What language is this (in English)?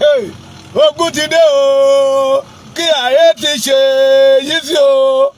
Yoruba